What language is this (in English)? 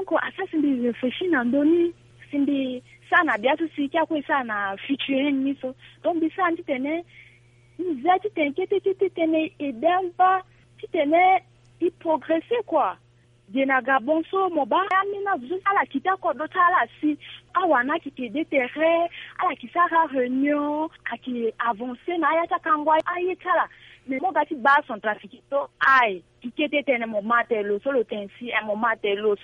Sango